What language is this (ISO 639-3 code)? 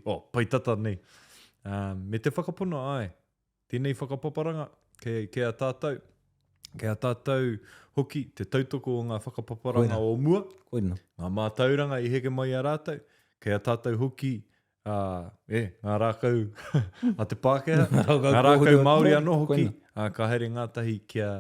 mri